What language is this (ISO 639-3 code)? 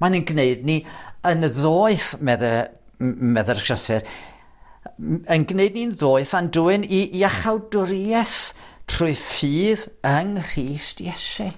cym